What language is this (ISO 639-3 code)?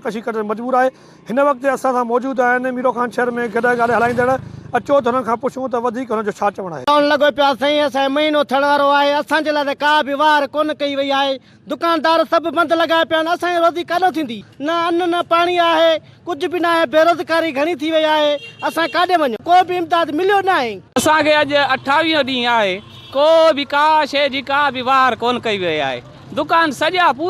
snd